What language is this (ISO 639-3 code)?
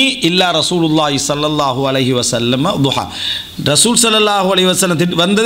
tam